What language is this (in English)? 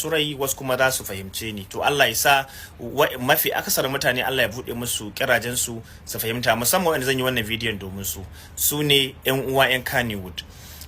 Hausa